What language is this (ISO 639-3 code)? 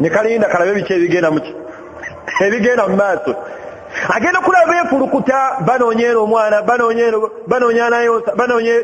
lug